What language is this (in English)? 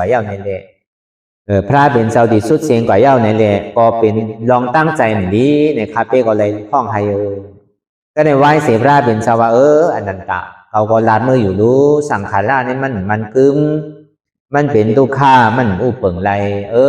Shan